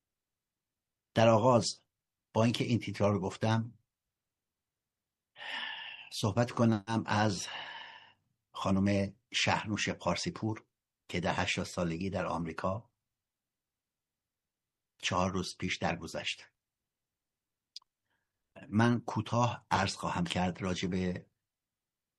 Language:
Persian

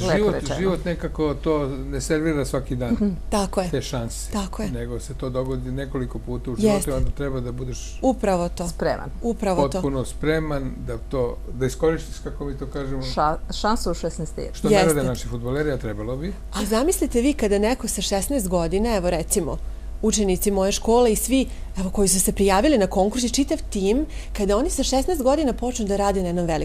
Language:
Serbian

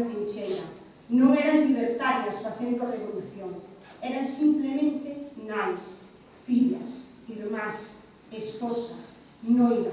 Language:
Galician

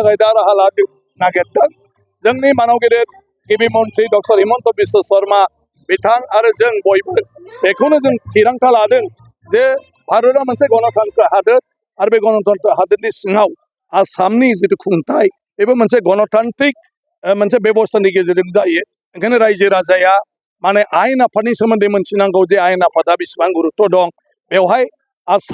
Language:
Bodo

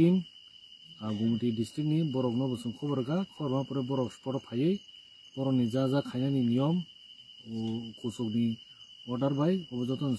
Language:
Kok Borok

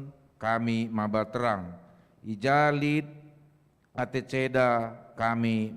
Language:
Batak Karo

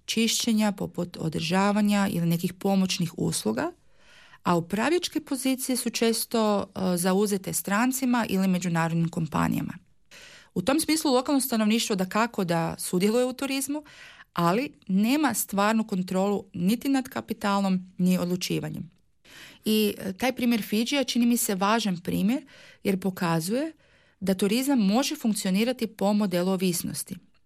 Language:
Croatian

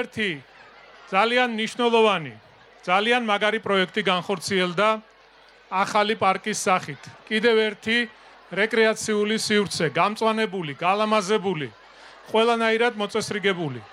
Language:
Georgian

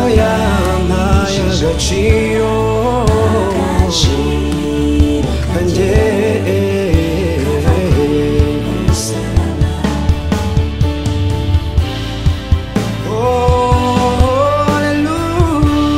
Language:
Kinyarwanda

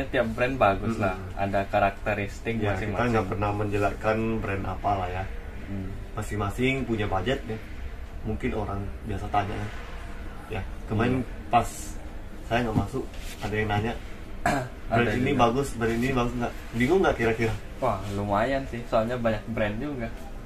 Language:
Indonesian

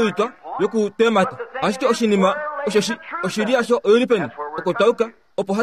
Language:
Kuanyama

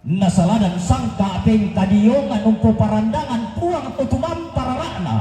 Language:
Toraja-Sa'dan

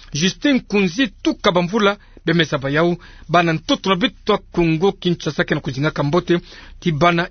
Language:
Kituba (Democratic Republic of Congo)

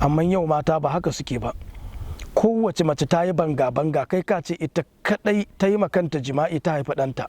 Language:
Hausa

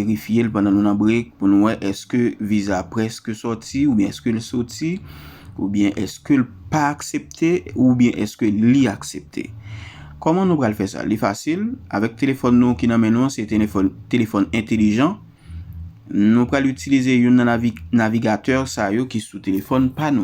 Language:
Haitian Creole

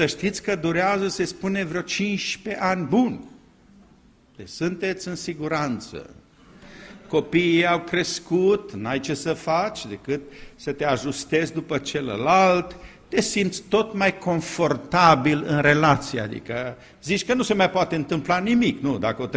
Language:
Romanian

